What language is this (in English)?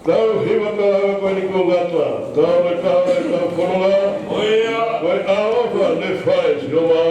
Tongan